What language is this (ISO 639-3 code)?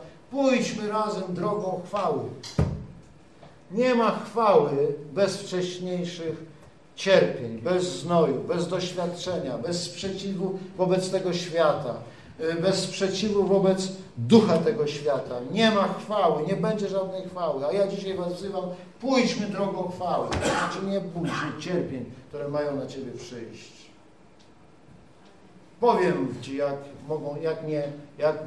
pol